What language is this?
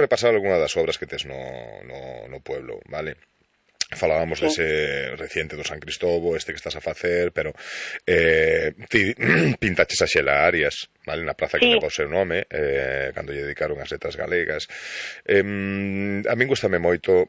Galician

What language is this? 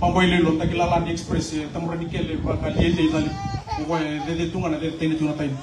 Fijian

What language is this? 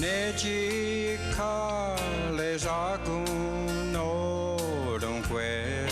Mohawk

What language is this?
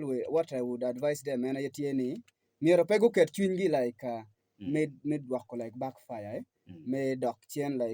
Acoli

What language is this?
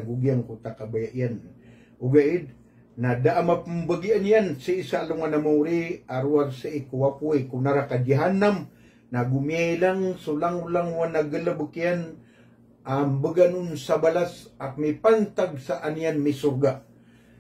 Maranao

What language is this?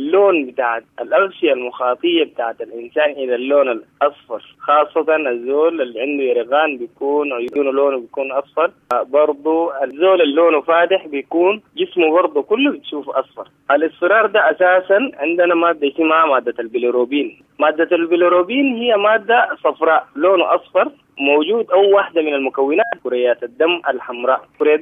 Sudanese Arabic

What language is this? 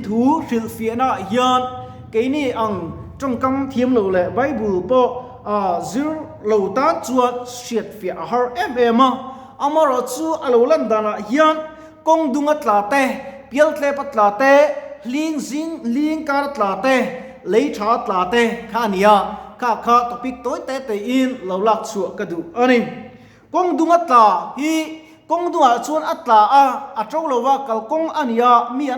Mizo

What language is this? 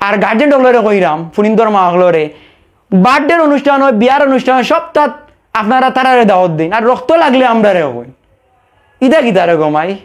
Sylheti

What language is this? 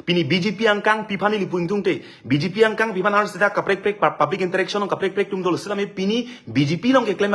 Karbi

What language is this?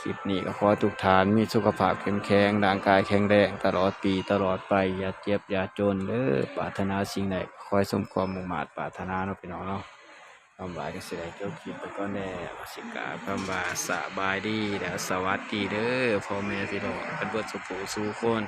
Northeastern Thai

